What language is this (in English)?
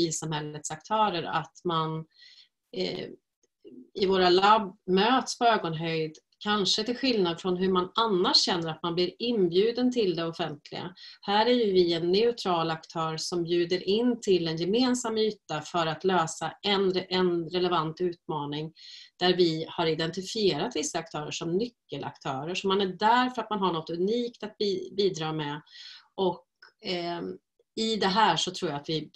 Swedish